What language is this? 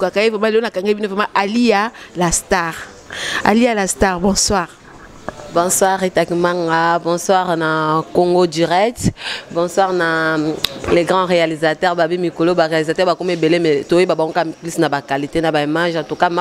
Lingala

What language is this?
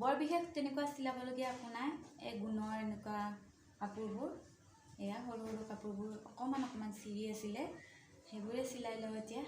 Assamese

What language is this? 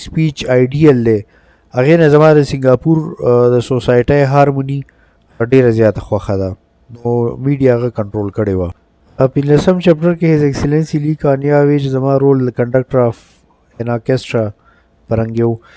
Pashto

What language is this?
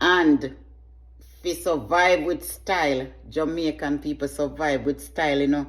Jamaican Creole English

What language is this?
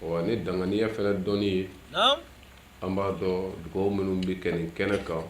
Bambara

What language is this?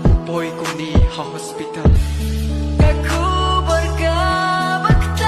Khasi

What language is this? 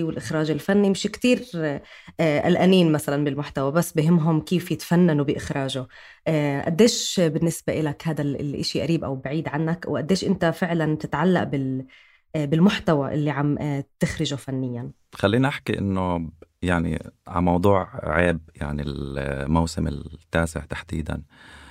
North Levantine Arabic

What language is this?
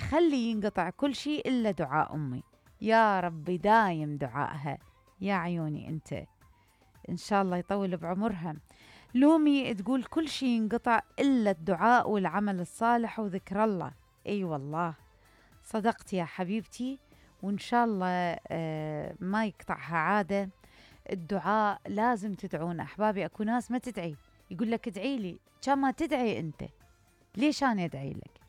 Mesopotamian Arabic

